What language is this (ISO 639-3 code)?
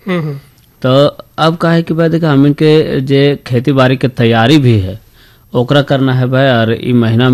bho